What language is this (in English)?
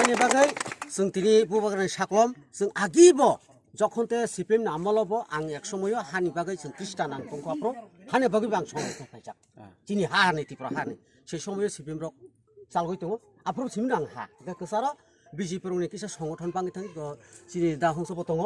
Kok Borok